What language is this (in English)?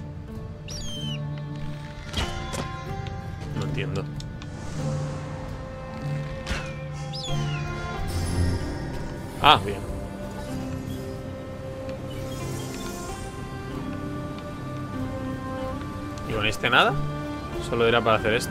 Spanish